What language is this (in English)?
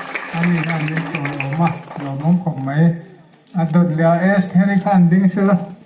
Hmar